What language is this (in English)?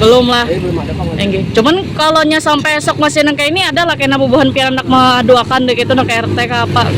Banjar